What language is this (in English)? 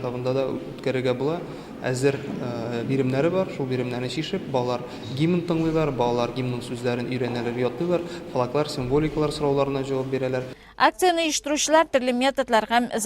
Tatar